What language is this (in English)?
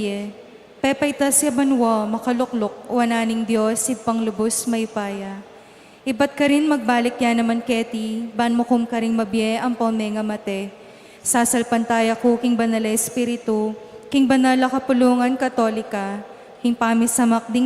Pampanga